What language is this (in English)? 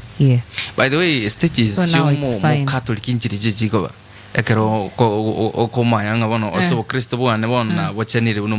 Gusii